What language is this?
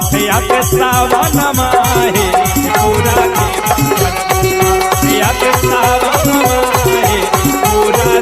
Magahi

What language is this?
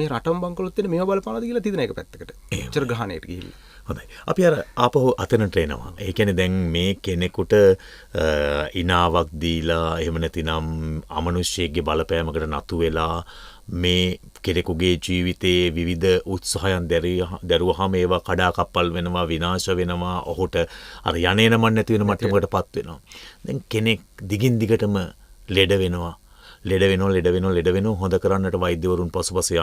Sinhala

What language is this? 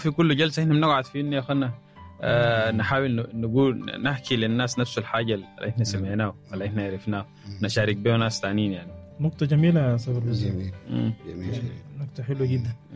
Sudanese Arabic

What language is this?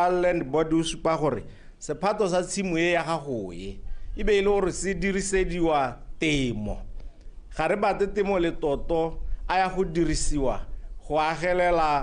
Tswana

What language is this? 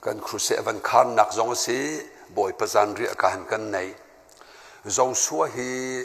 Hakha Chin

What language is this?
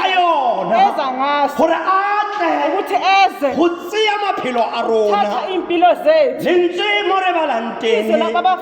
Tswana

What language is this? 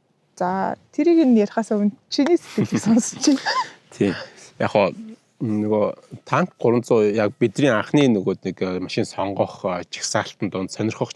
Mongolian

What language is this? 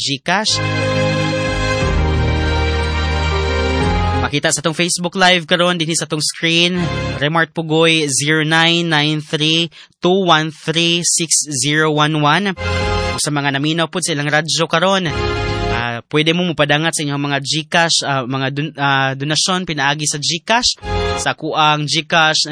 Cebuano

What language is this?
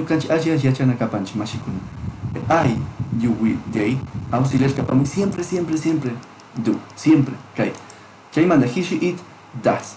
Chimborazo Highland Quichua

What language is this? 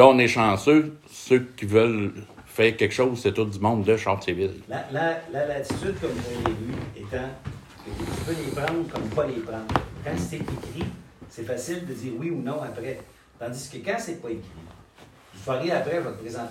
French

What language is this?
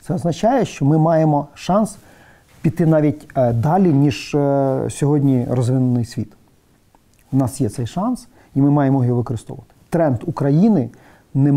Ukrainian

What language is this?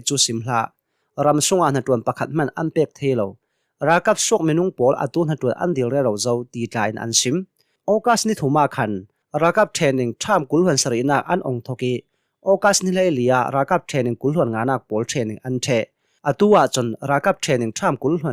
Hakha Chin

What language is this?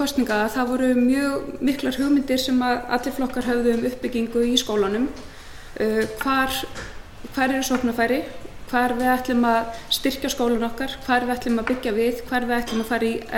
Icelandic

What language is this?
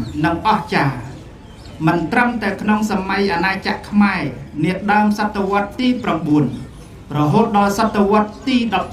Khmer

